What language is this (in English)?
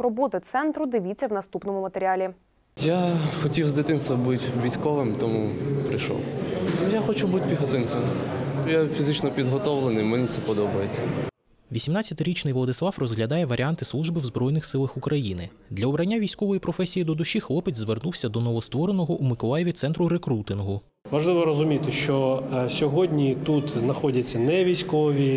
Ukrainian